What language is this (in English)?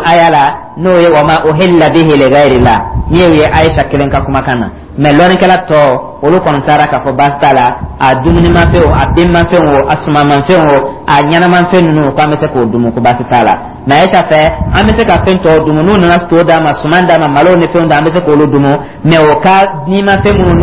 Dyula